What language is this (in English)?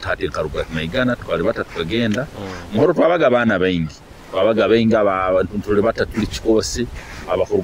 Nyoro